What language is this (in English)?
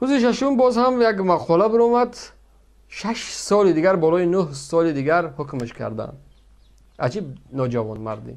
Tajik